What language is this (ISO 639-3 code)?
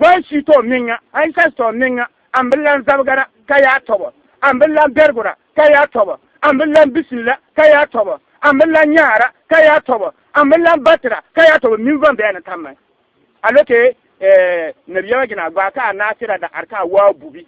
bib